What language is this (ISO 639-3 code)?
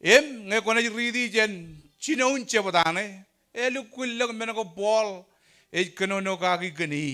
mah